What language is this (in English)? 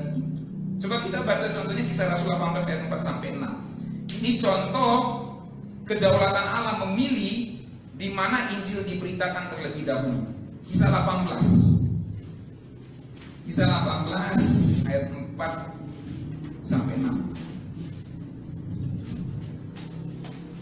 Indonesian